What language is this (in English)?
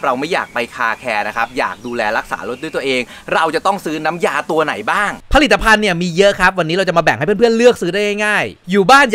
Thai